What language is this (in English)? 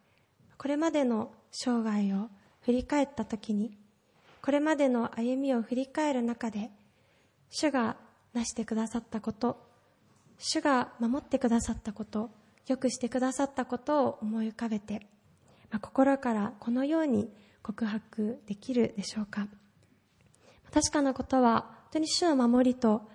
Japanese